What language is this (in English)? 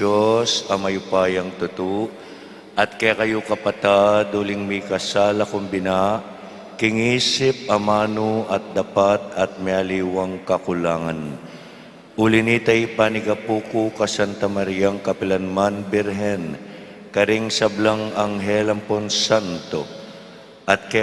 Pampanga